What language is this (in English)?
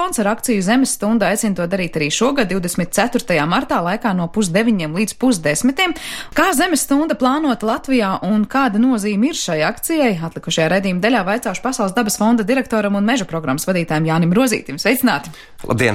Latvian